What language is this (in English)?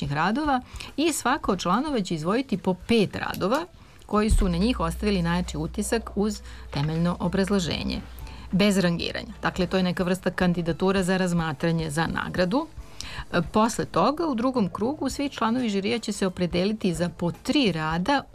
Serbian